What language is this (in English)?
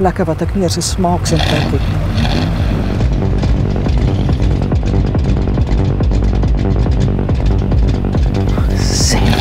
Afrikaans